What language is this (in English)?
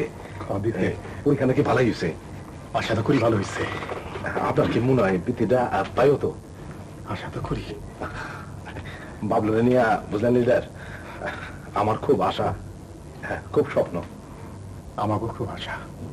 Bangla